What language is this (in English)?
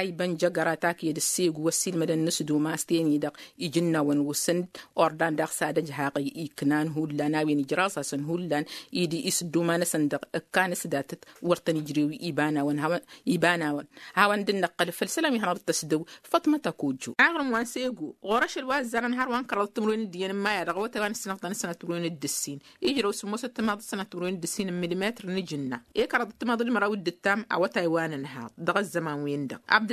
Tamasheq